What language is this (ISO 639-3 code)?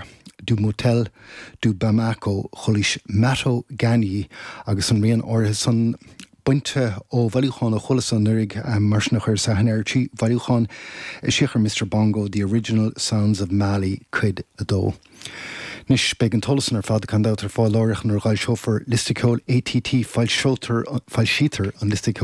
gle